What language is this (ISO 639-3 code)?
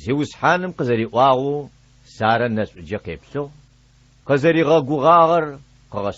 ady